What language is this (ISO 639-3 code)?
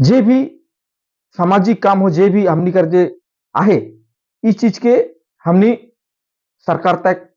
sck